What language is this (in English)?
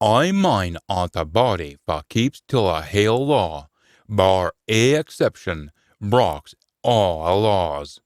Scots